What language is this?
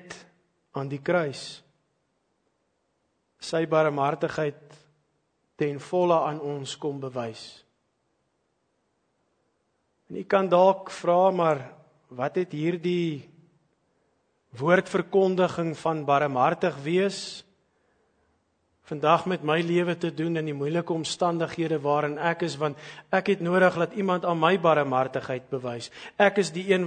Afrikaans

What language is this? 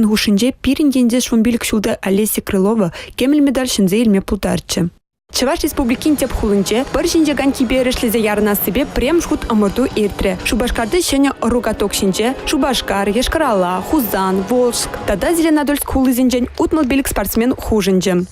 Chuvash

